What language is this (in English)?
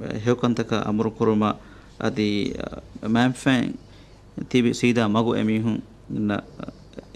Divehi